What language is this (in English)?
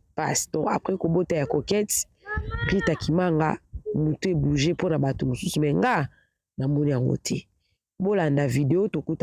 Lingala